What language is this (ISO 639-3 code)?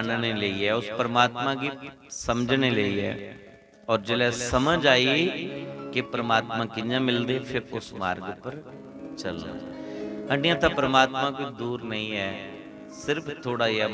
doi